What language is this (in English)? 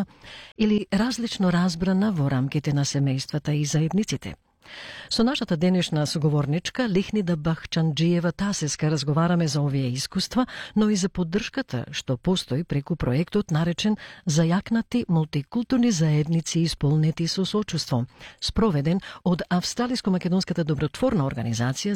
Macedonian